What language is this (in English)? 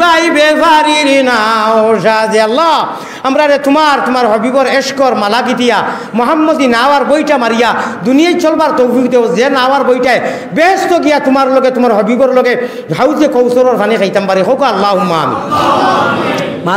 Sylheti